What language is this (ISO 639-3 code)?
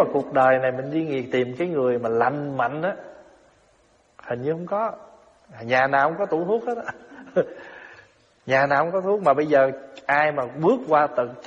vie